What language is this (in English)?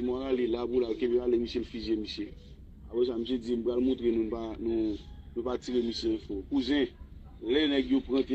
Haitian Creole